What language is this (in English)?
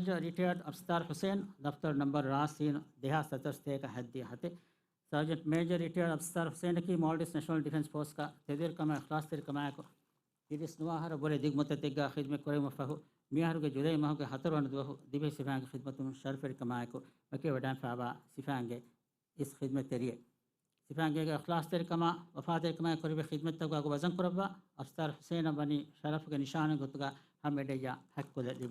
Divehi